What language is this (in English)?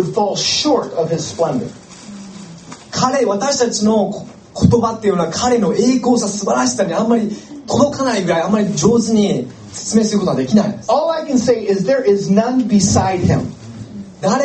Japanese